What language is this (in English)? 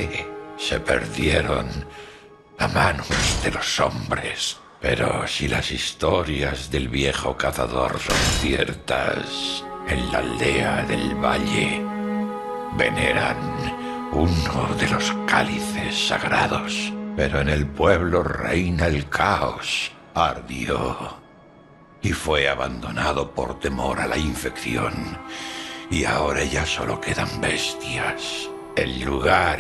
Spanish